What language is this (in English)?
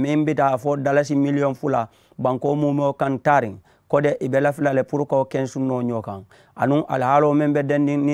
Mandingo